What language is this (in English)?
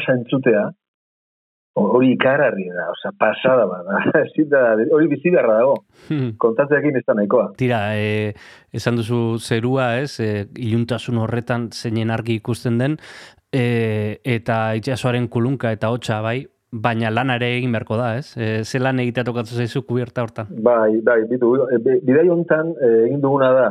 Basque